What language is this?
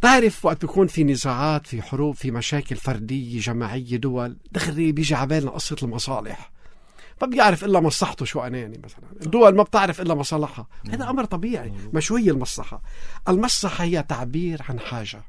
North Levantine Arabic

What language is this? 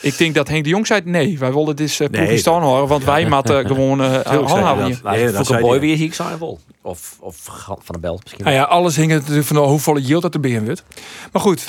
Western Frisian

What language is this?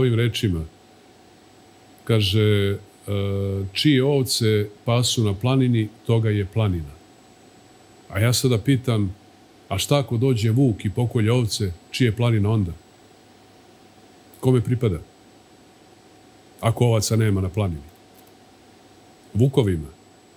Serbian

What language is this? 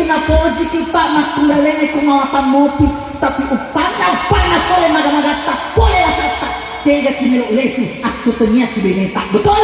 Buginese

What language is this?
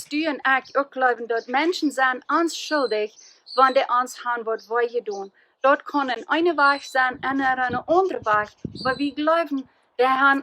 Plautdietsch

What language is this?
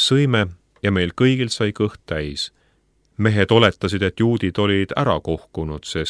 Estonian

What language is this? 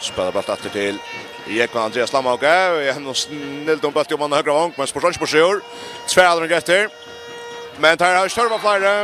Faroese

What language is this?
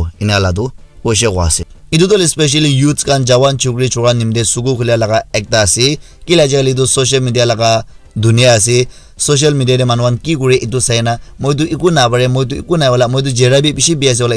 Naga Pidgin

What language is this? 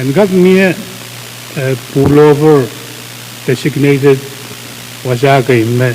Pohnpeian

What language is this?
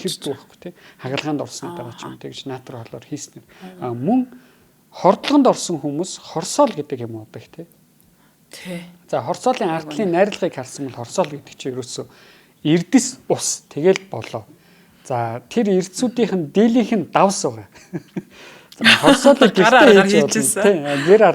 Mongolian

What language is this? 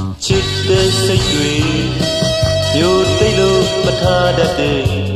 Burmese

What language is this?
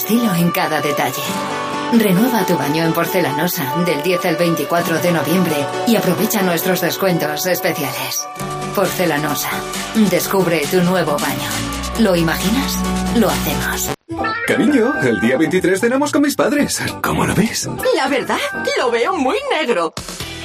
Spanish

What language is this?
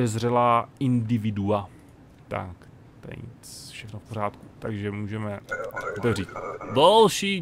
Czech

